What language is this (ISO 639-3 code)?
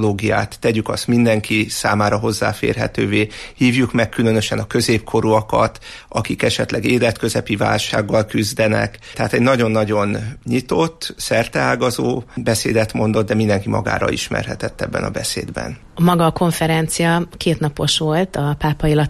hun